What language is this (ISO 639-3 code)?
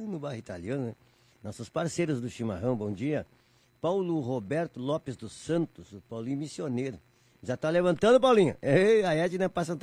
por